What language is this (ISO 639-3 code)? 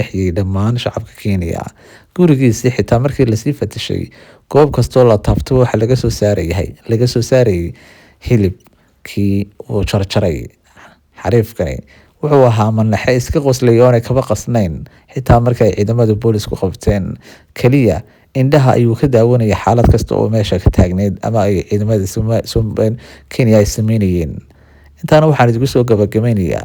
som